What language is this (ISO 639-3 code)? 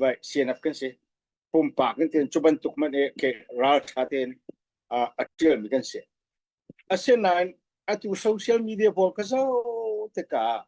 cfm